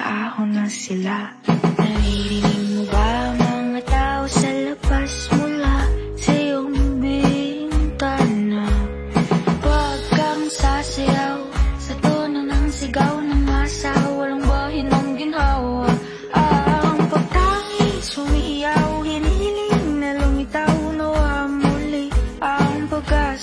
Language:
Filipino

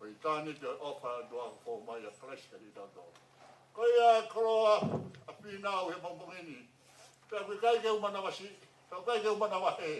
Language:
Tongan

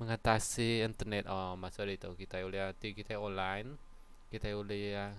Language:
Iban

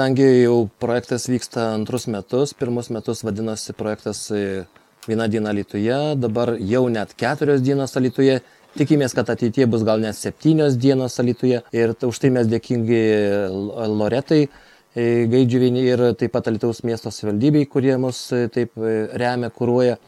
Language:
Lithuanian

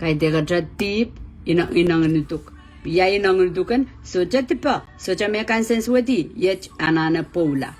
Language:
Pohnpeian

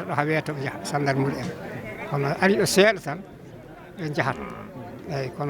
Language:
Fula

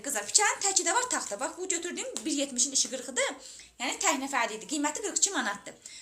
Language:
Azerbaijani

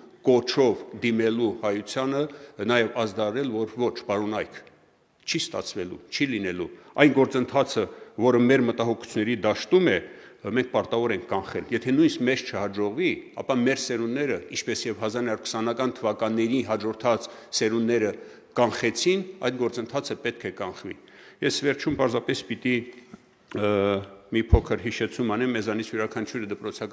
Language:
Armenian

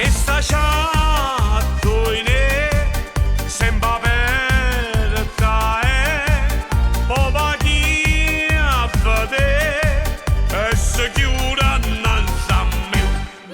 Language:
Neapolitan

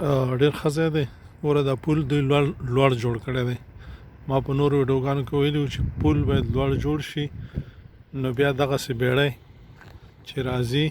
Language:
Pashto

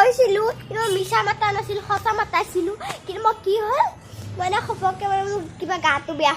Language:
Assamese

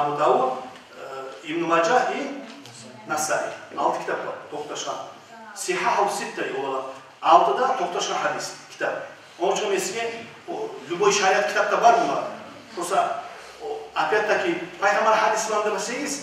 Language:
Kumyk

